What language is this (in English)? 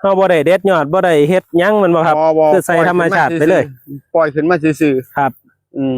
Northeastern Thai